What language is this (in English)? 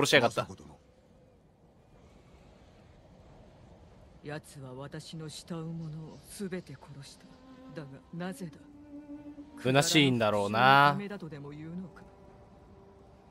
Japanese